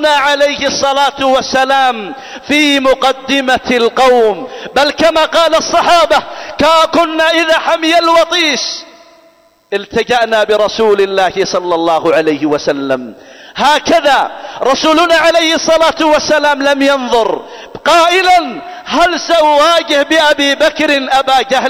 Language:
Arabic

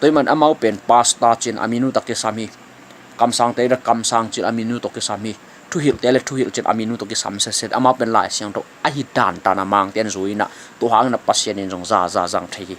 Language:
Tedim Chin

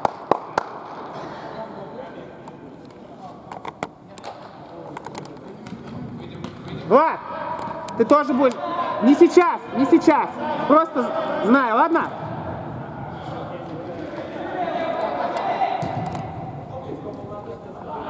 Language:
Russian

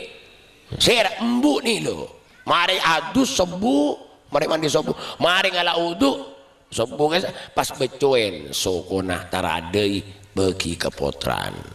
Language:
Madurese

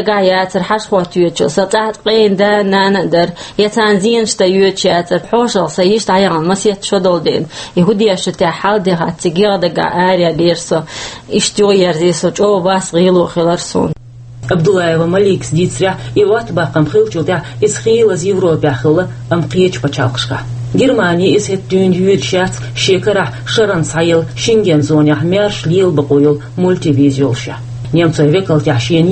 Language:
Chechen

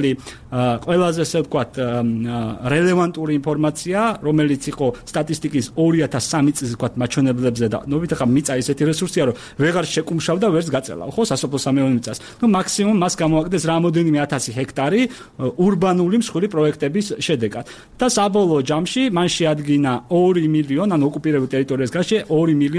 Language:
Georgian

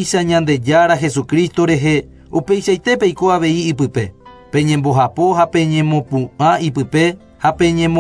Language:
Guarani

